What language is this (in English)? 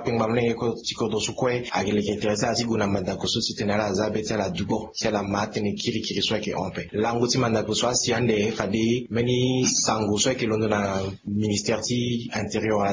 Sango